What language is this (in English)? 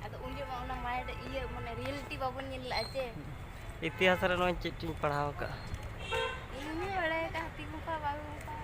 Santali